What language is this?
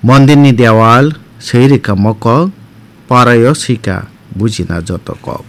Kok Borok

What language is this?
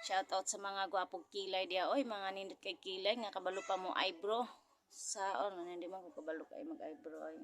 Cebuano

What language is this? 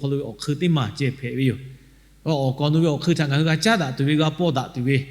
Lahu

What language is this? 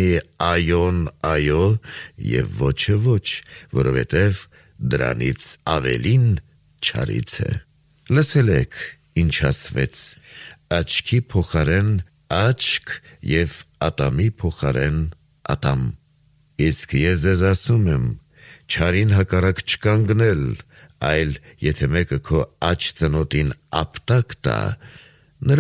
Armenian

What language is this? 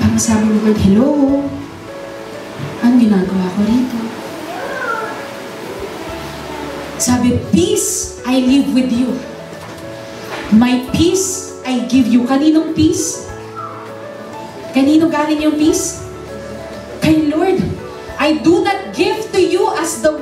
Filipino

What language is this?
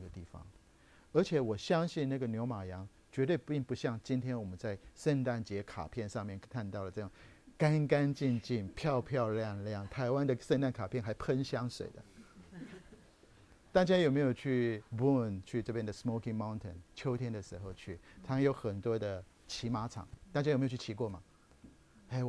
Chinese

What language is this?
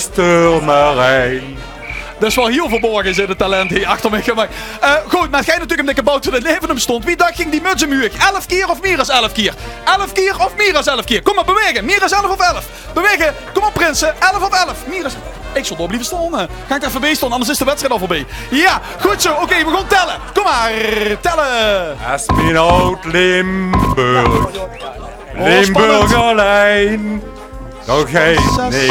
Limburgish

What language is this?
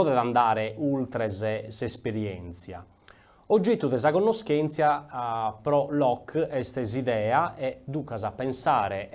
Sardinian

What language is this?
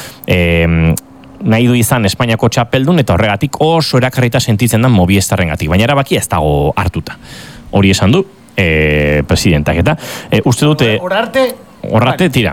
Basque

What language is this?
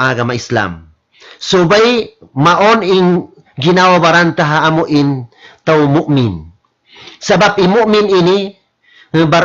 Tausug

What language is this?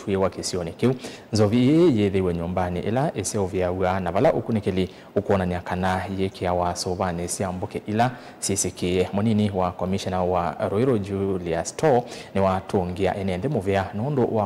Kamba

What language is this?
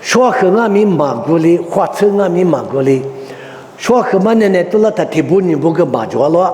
Lisu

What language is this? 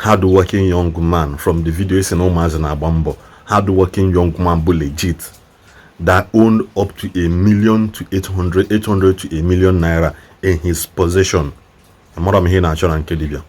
Igbo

